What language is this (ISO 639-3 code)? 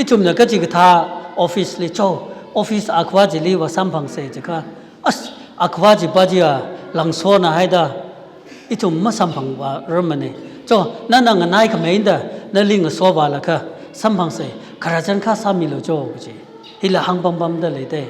nmf